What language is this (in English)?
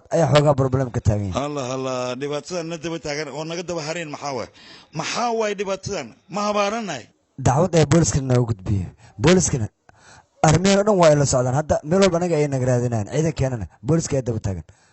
Somali